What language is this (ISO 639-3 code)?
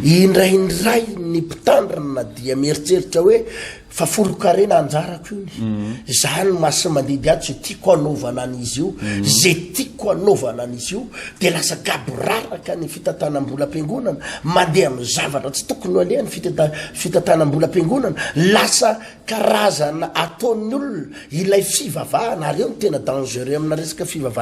mlg